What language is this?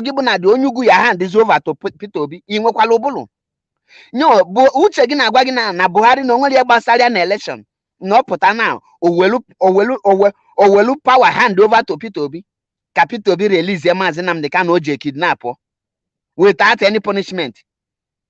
Igbo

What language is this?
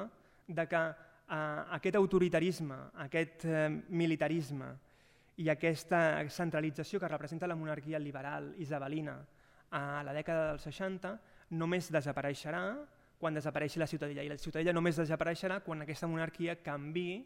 Catalan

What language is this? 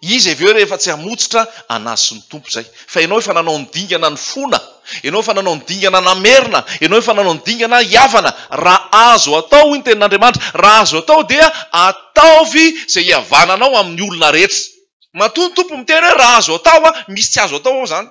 Malagasy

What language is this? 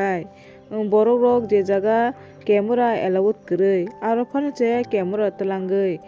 Kok Borok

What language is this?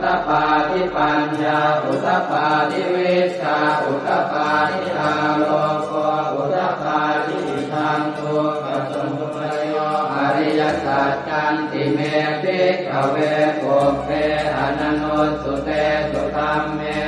Pali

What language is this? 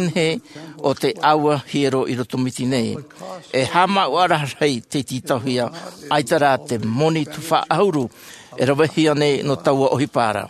Tahitian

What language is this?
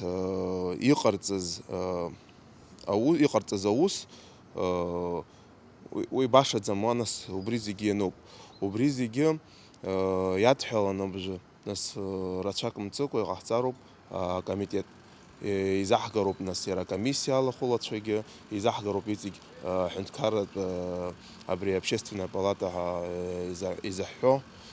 Abkhazian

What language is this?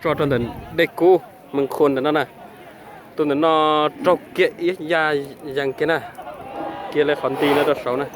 Hmong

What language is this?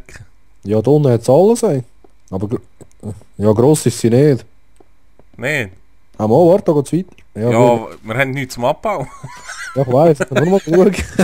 Swiss German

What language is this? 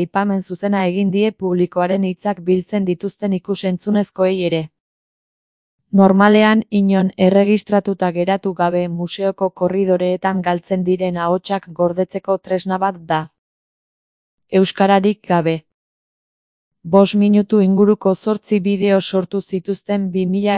Basque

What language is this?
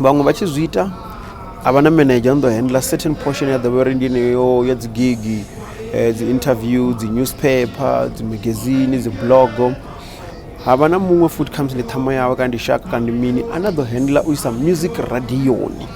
Venda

